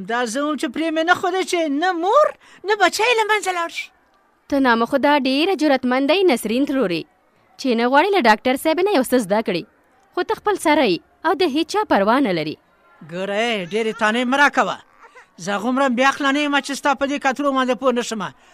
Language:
Pashto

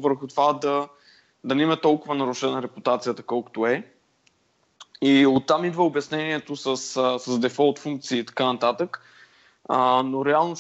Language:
Bulgarian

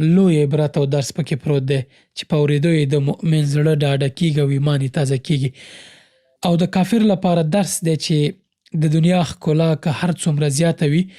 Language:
Pashto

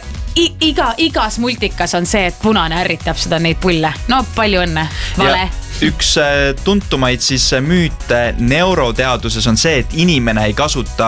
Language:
Estonian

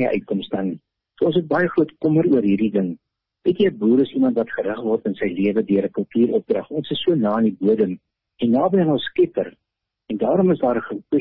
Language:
Afrikaans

